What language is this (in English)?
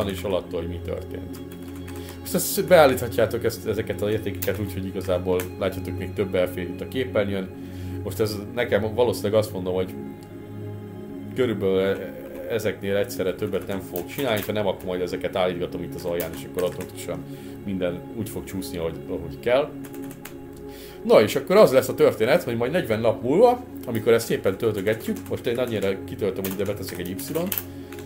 Hungarian